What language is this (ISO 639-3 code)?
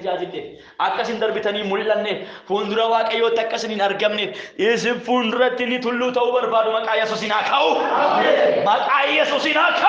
orm